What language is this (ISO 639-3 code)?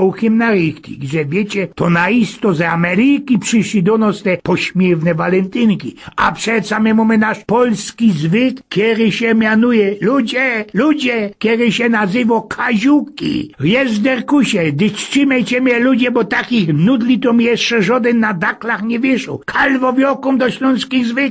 szl